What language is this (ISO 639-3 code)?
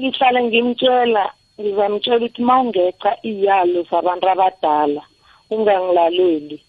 nbl